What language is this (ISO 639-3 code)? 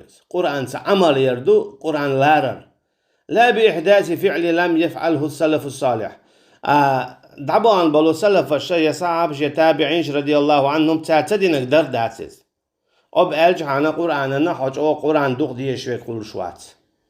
che